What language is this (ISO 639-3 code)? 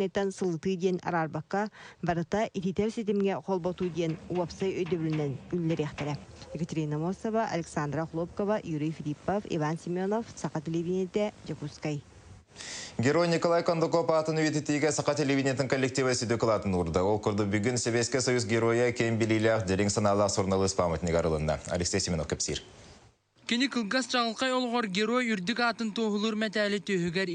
sah